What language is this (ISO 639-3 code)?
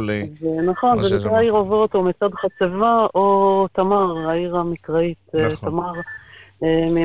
heb